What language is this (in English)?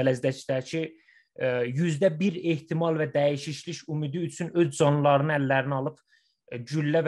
South Azerbaijani